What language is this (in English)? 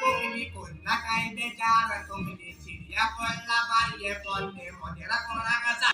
Konkani